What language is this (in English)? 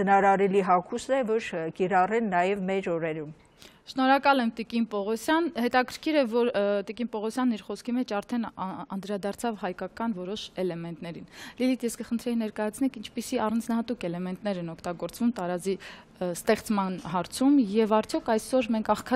Armenian